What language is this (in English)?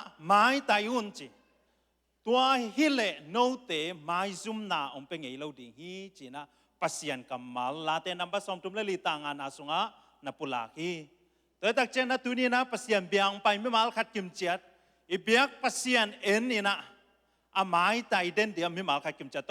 Tedim Chin